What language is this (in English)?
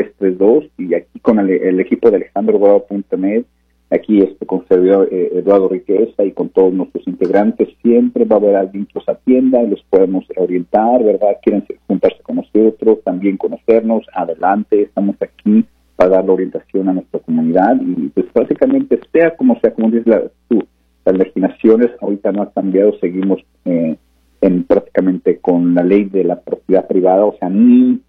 Spanish